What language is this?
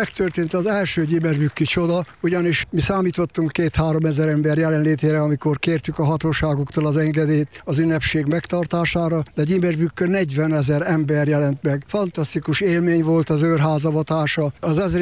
Hungarian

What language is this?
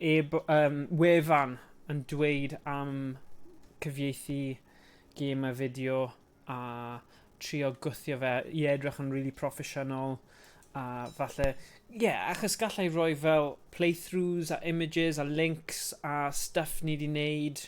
Welsh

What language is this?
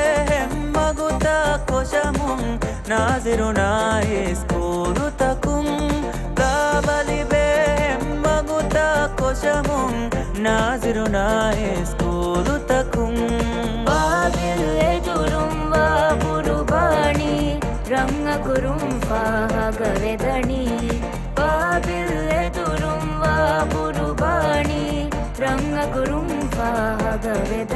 Divehi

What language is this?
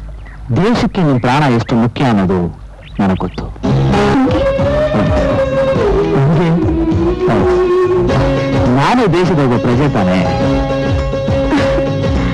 Kannada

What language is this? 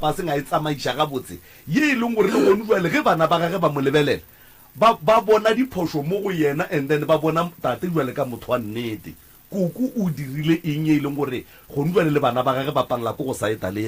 Northern Sotho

